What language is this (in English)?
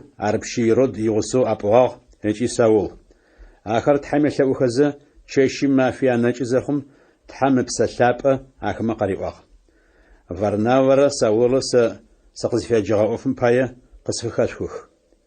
Adyghe